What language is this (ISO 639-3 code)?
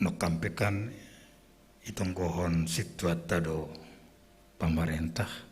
bts